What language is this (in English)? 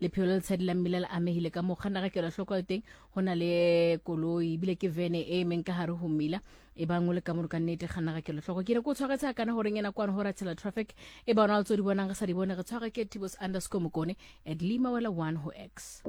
Tswana